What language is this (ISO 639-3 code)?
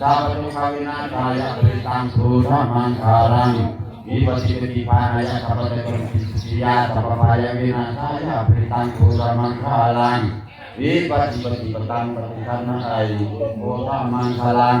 pli